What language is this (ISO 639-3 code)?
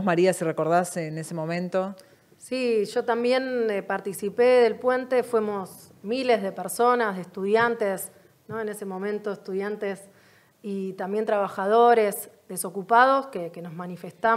spa